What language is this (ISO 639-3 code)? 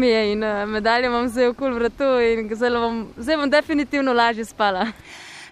slv